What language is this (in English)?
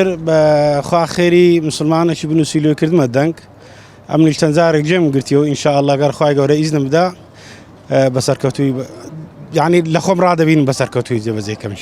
Central Kurdish